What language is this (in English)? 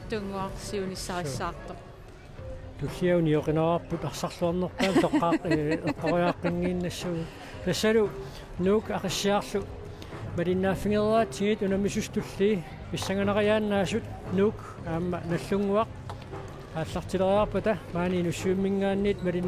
Kalaallisut